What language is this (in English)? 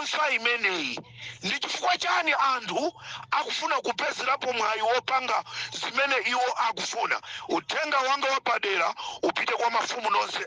Nyanja